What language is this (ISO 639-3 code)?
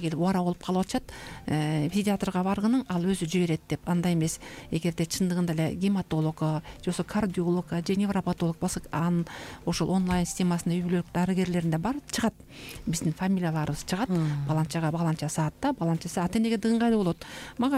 kir